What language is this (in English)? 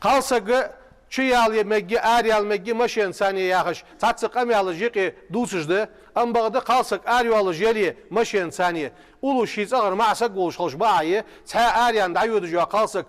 Ingush